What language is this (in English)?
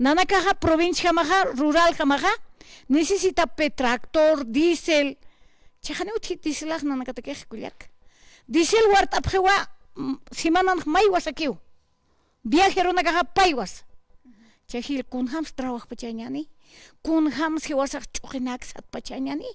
Aymara